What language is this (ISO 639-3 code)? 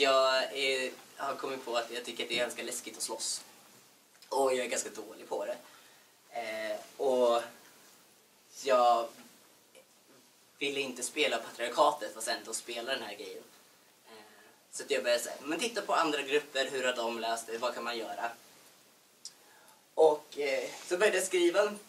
swe